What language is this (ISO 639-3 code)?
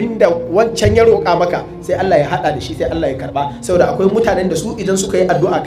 hau